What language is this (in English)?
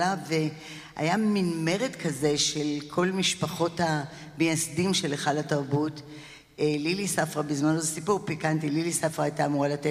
Hebrew